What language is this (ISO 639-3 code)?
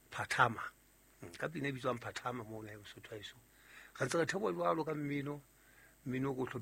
sot